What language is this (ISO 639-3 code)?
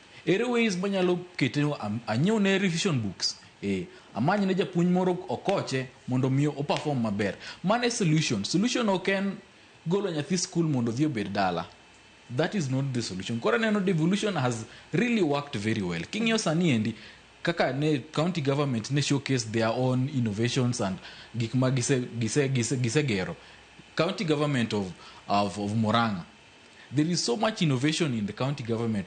luo